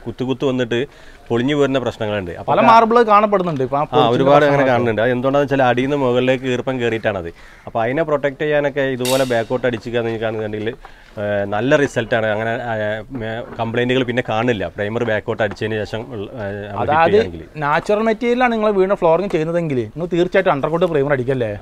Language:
Malayalam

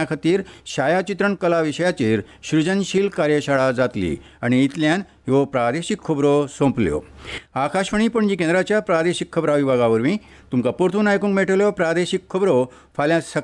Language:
Konkani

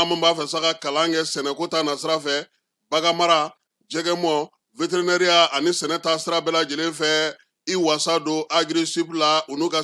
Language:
Bambara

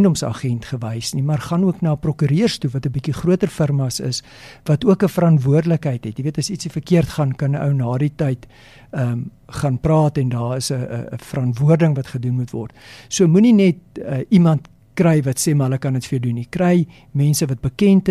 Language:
Afrikaans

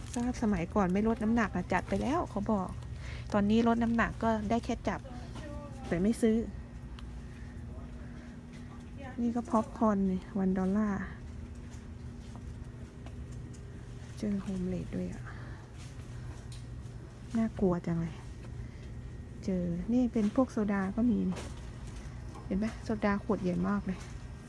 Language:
Thai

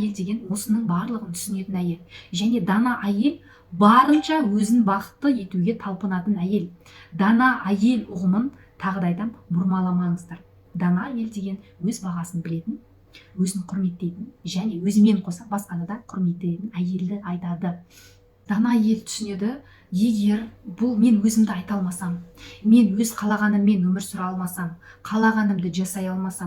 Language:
Kazakh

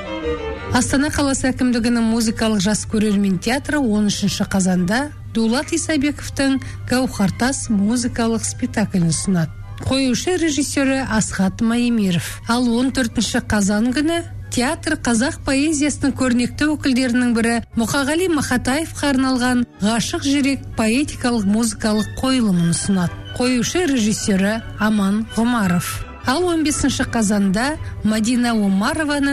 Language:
Kazakh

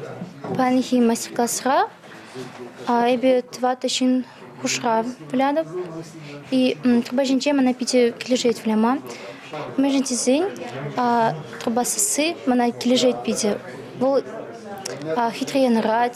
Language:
Chuvash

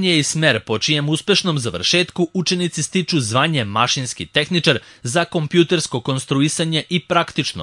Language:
Serbian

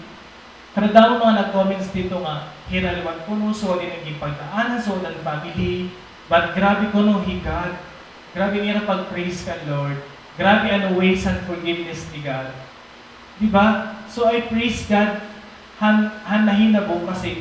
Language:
Waray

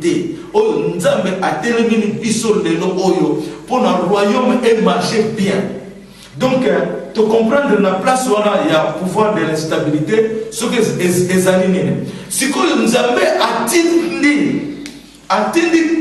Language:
Lingala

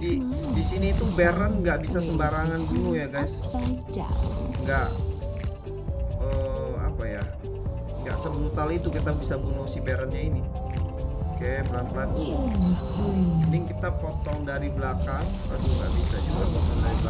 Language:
Indonesian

